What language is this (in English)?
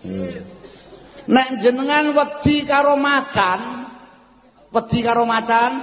Javanese